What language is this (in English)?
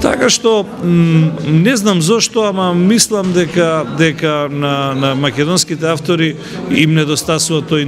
Macedonian